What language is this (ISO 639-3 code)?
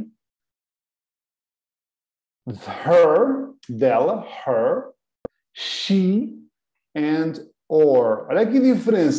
por